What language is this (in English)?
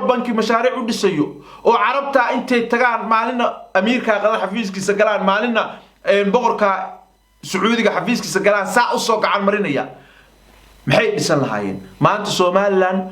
Somali